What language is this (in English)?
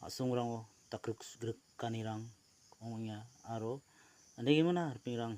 Garo